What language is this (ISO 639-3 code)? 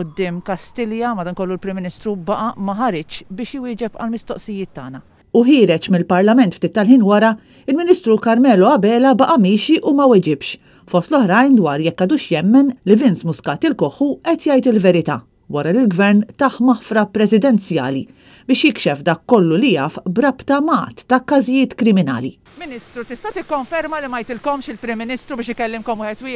mlt